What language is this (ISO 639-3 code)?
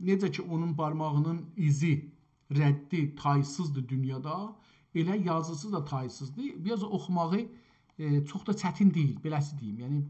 azb